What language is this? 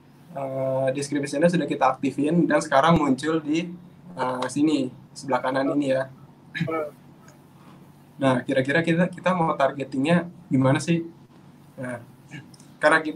Indonesian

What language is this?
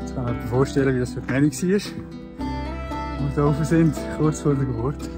Swiss German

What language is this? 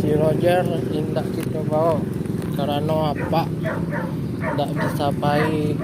Minangkabau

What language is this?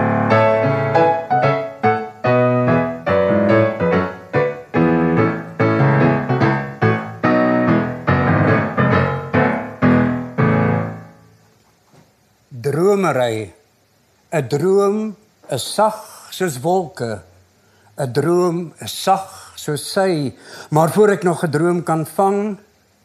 Afrikaans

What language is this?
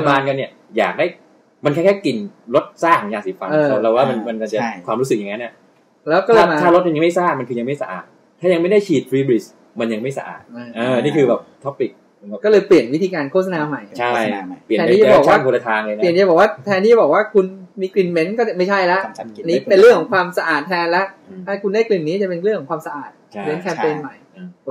Thai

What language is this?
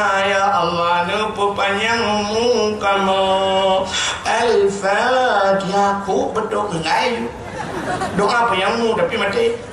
Achinese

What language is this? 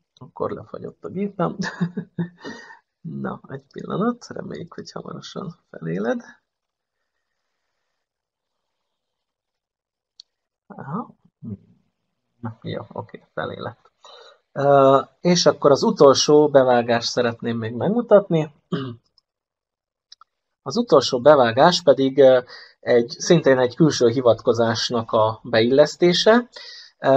Hungarian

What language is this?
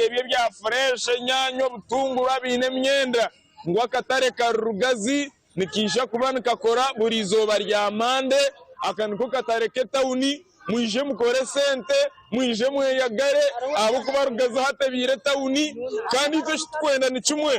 Nyankole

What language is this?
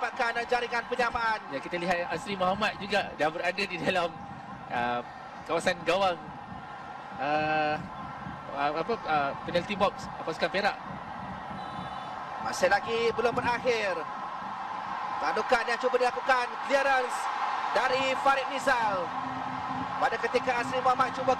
Malay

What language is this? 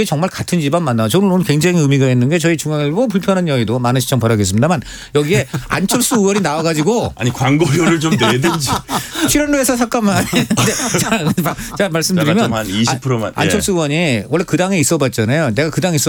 Korean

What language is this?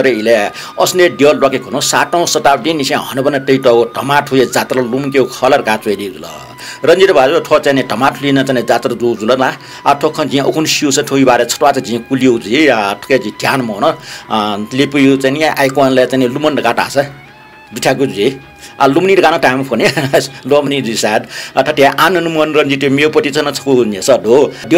Newari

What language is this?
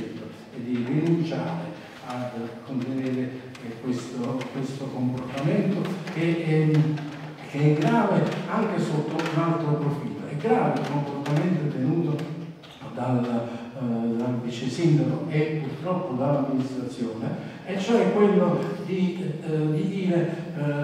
Italian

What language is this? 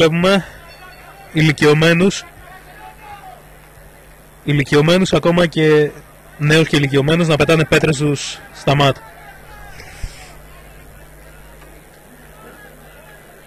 Greek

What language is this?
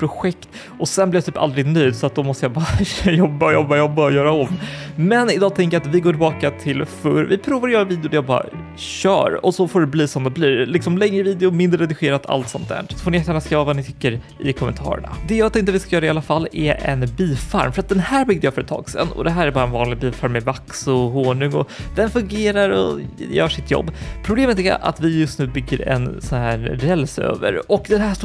Swedish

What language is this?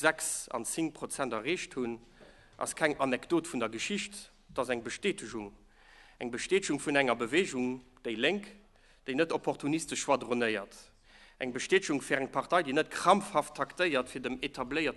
Luxembourgish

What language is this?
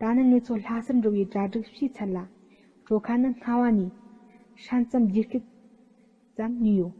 Tibetan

